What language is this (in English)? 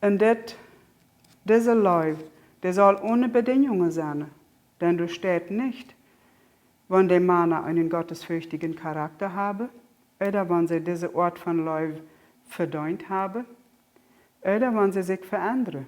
Plautdietsch